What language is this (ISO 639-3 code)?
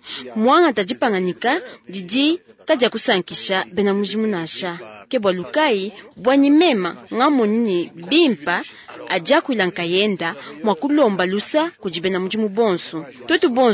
lua